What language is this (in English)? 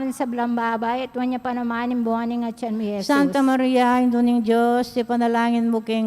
Pampanga